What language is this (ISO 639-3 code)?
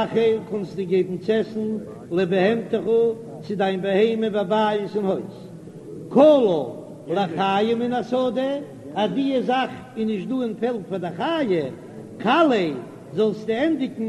yid